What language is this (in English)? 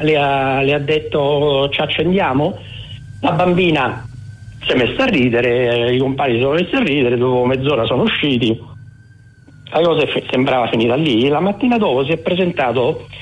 Italian